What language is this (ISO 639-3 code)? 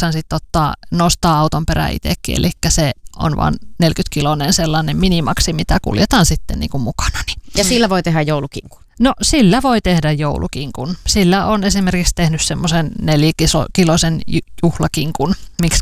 fin